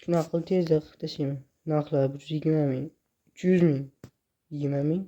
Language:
Uzbek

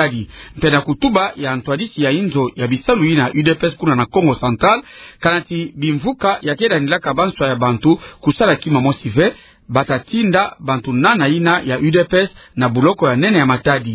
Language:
Kituba (Democratic Republic of Congo)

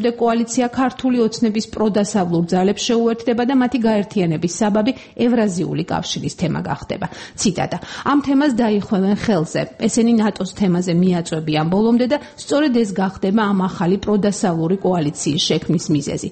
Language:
Georgian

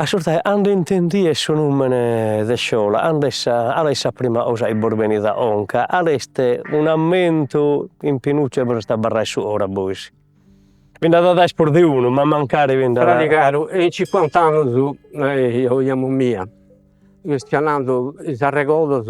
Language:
Sardinian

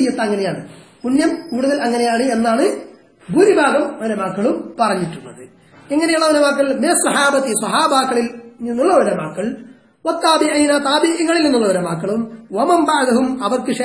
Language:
Malayalam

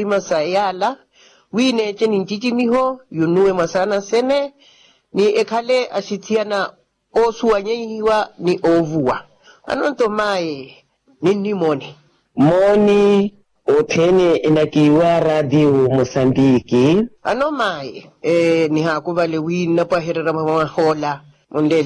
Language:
Makhuwa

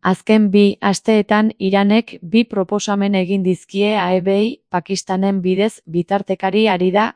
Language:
Basque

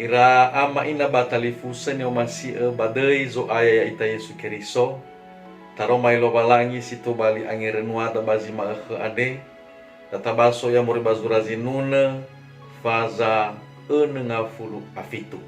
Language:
Nias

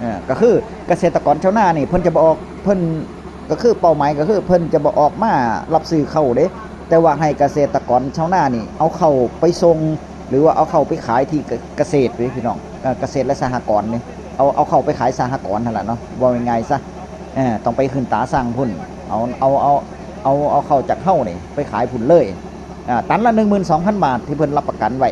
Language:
Northeastern Thai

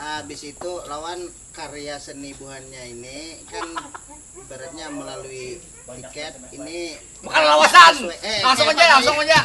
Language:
Banjar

